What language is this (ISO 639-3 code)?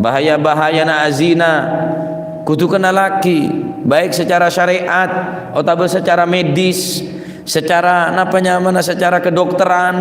mad